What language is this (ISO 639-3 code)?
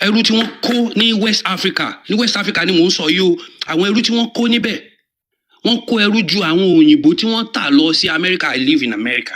yor